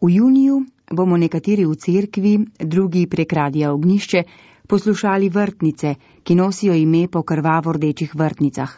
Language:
Slovenian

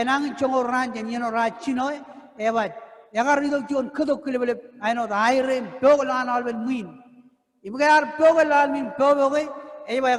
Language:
Marshallese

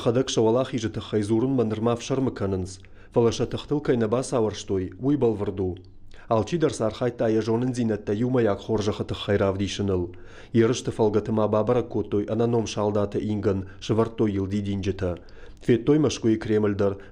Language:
Ossetic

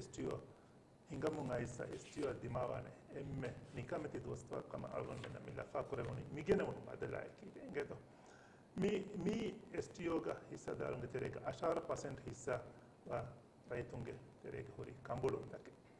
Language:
Divehi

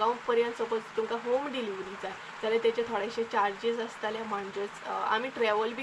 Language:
Konkani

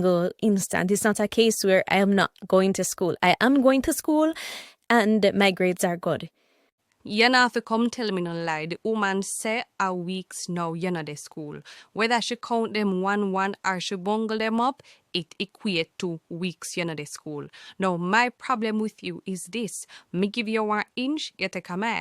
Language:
Jamaican Creole English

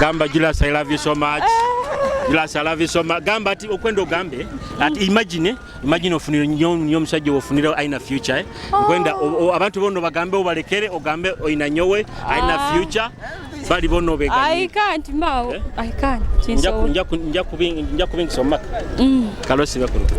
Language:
Nyoro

